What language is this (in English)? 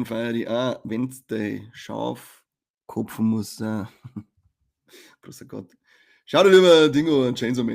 Bavarian